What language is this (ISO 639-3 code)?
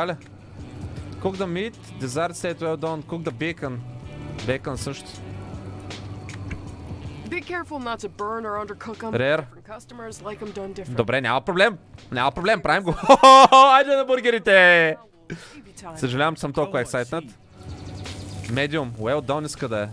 bul